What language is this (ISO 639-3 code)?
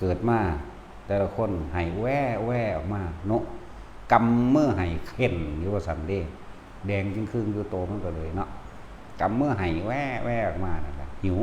tts